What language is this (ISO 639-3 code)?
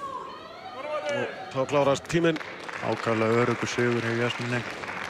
isl